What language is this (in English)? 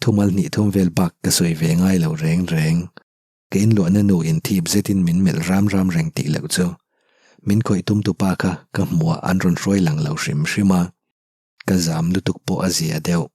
Mizo